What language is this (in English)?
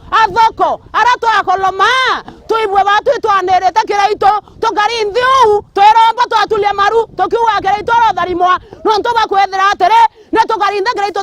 Meru